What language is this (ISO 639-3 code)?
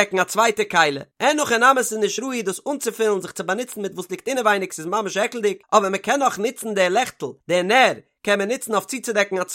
yid